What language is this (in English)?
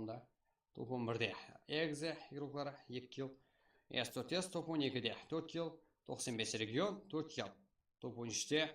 Kara-Kalpak